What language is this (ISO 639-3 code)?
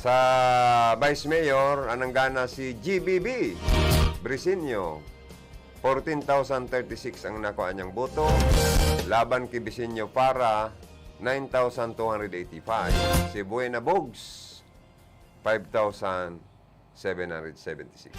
bik